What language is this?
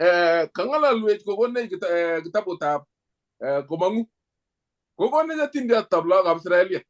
Kalenjin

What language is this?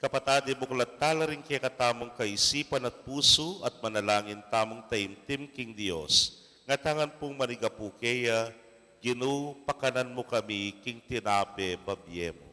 Pampanga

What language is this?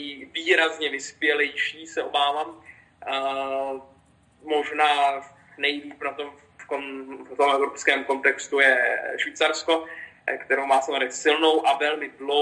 Czech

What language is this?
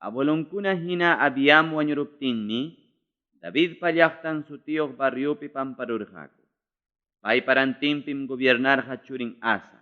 Ayacucho Quechua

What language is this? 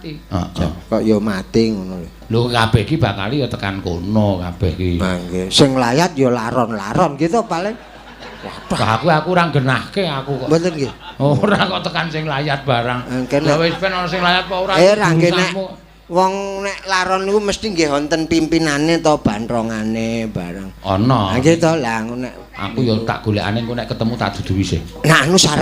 Javanese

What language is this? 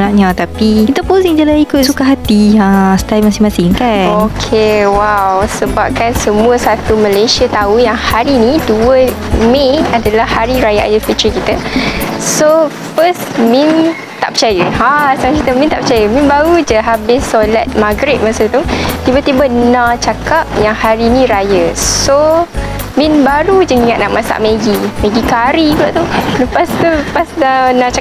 Malay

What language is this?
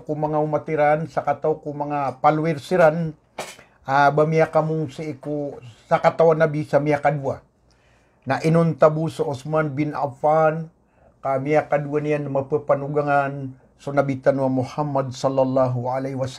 Maranao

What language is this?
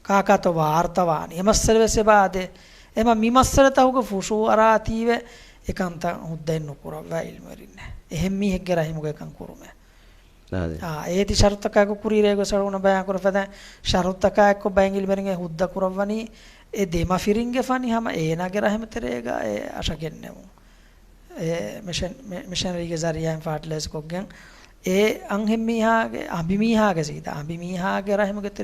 Divehi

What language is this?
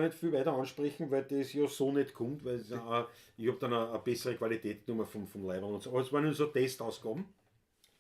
Bavarian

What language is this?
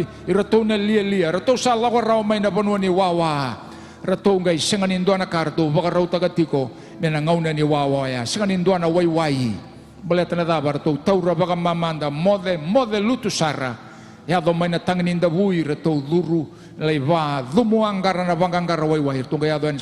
Fijian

